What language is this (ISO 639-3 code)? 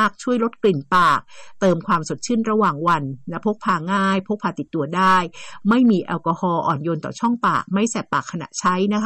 tha